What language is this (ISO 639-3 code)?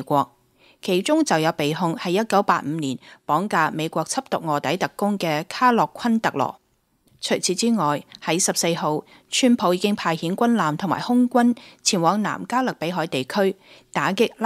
yue